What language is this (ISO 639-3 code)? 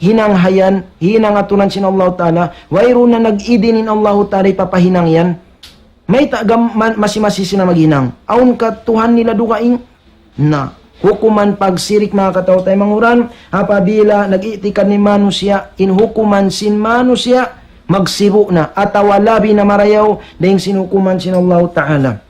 tsg